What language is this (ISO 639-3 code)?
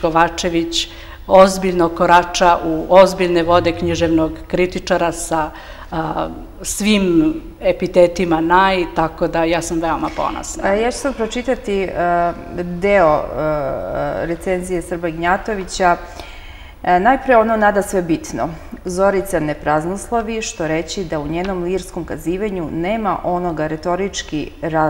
srp